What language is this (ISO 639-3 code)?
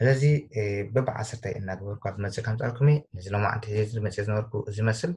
tir